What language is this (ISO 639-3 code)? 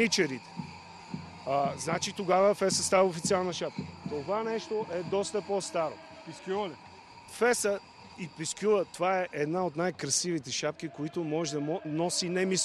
bul